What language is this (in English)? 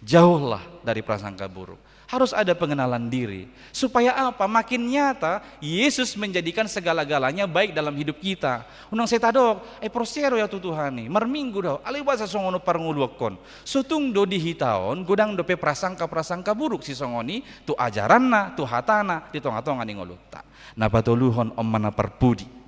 Batak Toba